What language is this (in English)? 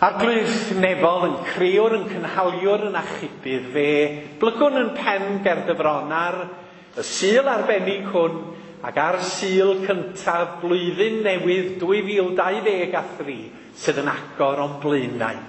Welsh